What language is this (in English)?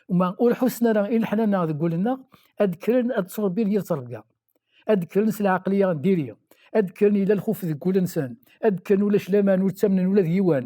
Kabyle